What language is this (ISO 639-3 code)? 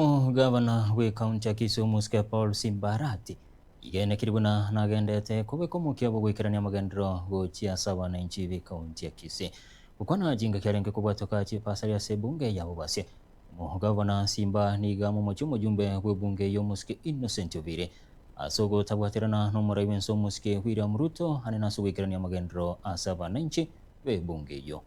guz